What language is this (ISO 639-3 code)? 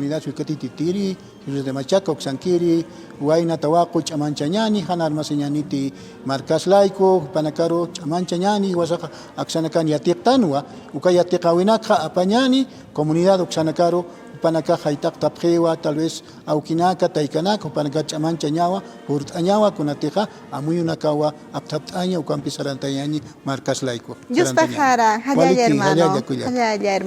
aym